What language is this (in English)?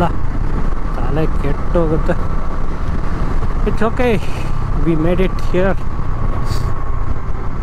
Kannada